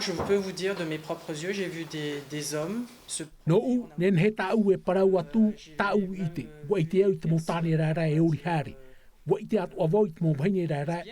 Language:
Tahitian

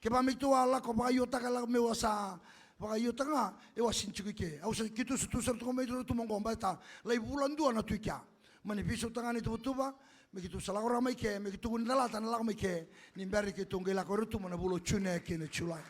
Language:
Fijian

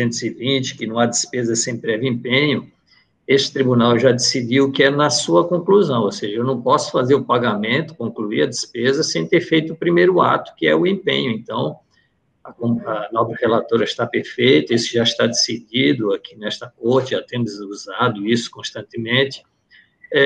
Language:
Portuguese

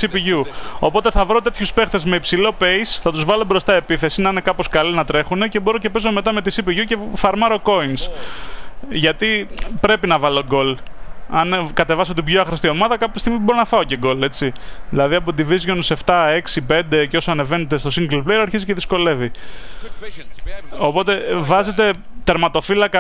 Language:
Greek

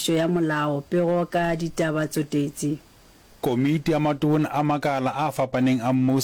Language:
Northern Sotho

